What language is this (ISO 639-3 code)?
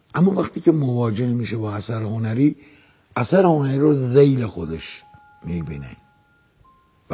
fas